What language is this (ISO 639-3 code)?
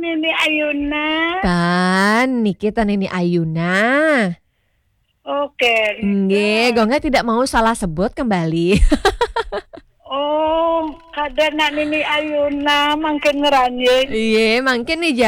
ban